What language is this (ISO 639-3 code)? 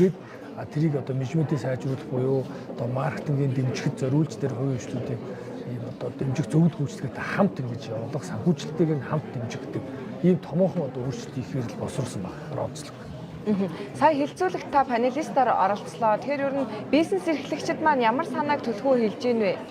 mon